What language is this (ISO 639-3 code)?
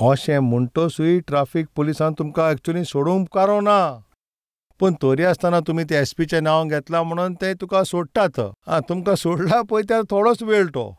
kok